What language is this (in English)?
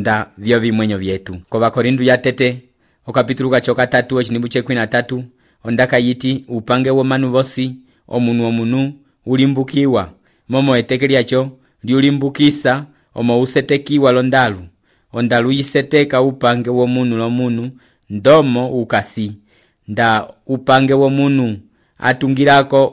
Umbundu